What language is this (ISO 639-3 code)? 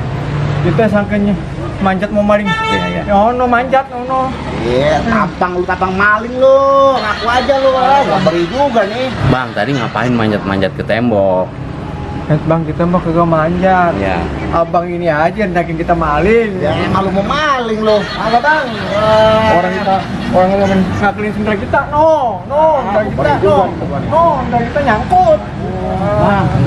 bew